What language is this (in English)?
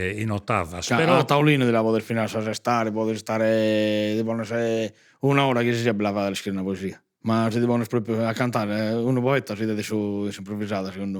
Sardinian